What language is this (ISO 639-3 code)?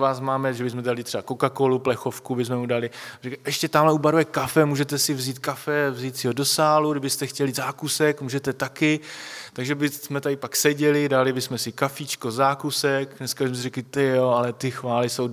ces